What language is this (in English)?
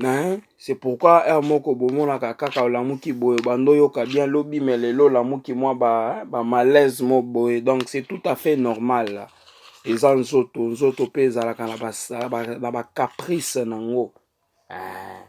Lingala